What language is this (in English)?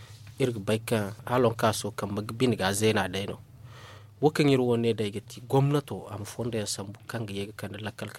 Zarma